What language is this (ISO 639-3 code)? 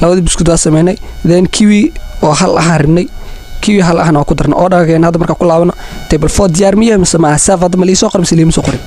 som